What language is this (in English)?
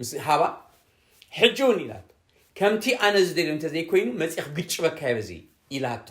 Tigrinya